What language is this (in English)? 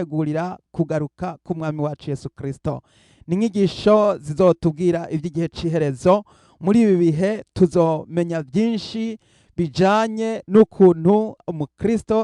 Rundi